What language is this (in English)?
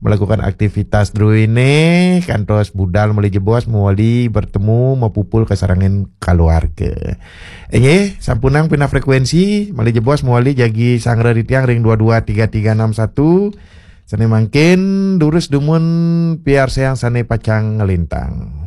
Balinese